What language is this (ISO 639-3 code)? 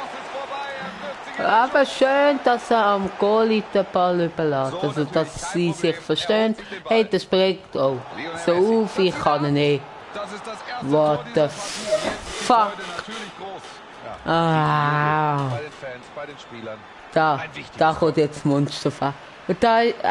gsw